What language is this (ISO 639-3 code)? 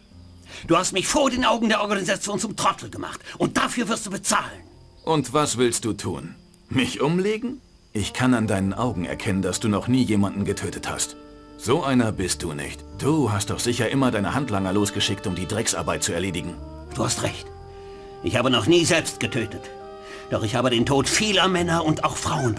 bar